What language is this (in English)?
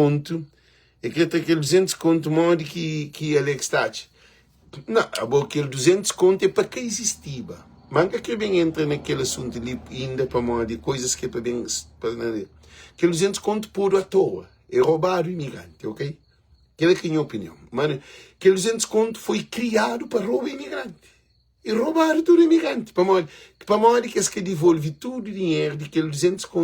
Kabuverdianu